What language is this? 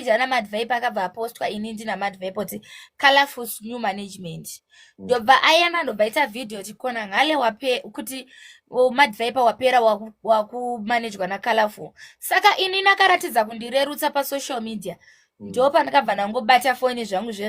Shona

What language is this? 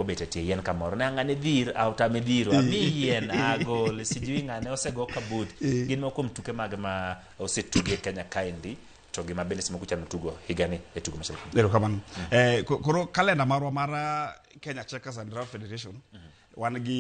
Luo (Kenya and Tanzania)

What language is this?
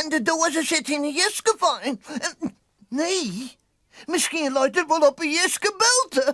Western Frisian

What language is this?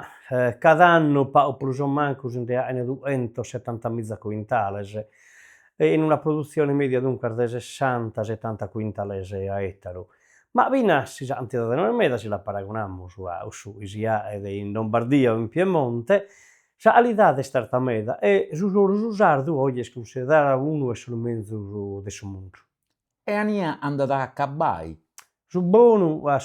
Sardinian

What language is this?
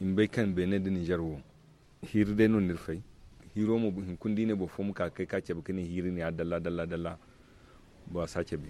Zarma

